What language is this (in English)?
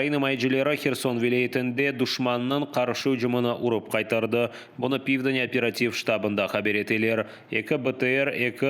Crimean Tatar